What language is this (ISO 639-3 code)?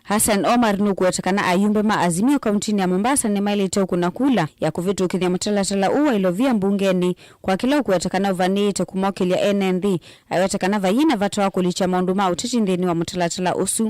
kam